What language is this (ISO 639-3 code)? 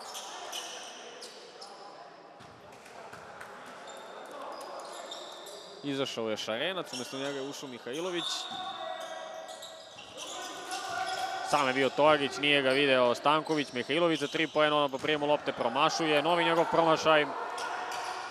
srp